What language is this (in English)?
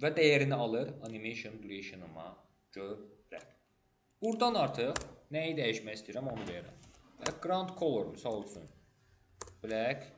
Azerbaijani